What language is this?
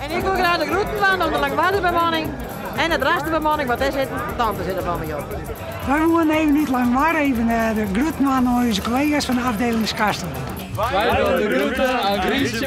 Western Frisian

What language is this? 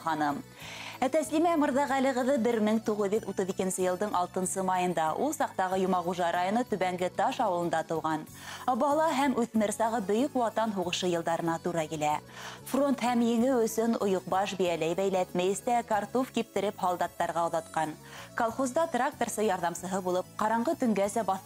Bashkir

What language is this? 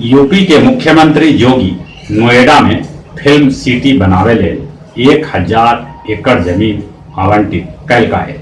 Magahi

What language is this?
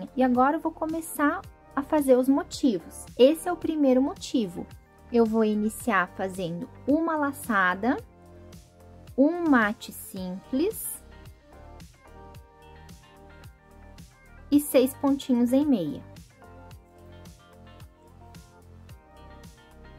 Portuguese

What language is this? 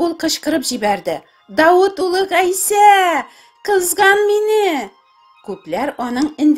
Tatar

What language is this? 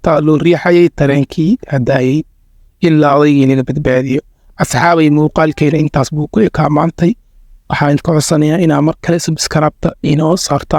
Somali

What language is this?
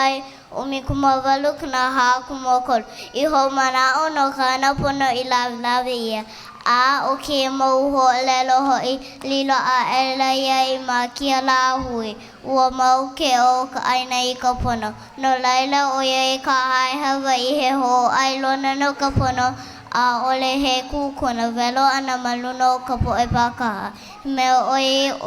Hawaiian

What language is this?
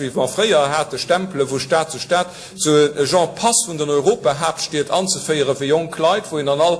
Luxembourgish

